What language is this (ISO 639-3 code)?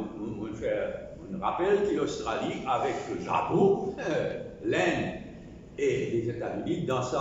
mfe